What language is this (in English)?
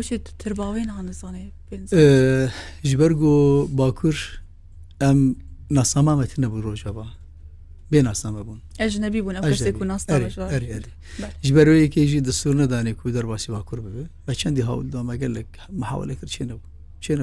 Kurdish